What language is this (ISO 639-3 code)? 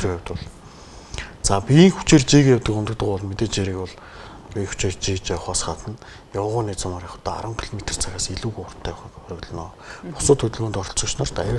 mon